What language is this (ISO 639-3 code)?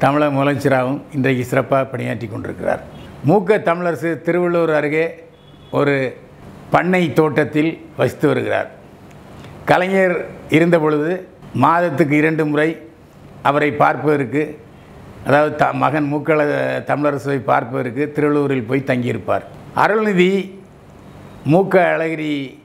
tam